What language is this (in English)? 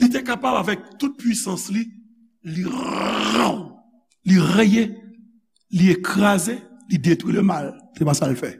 Haitian Creole